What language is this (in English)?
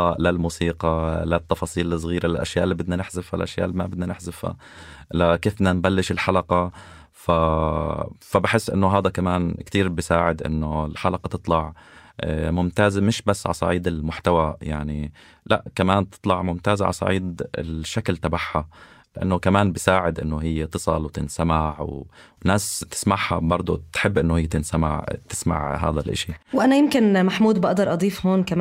North Levantine Arabic